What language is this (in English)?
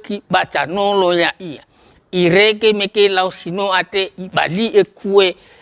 Nias